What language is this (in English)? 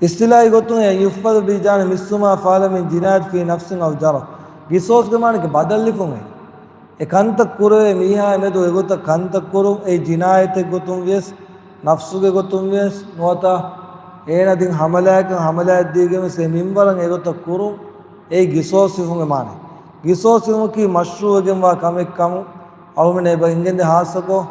Divehi